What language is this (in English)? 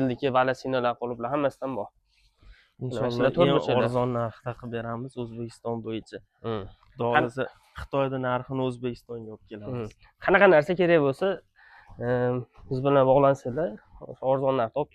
Uzbek